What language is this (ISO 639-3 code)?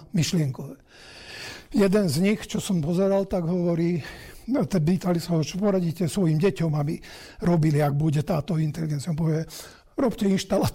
slk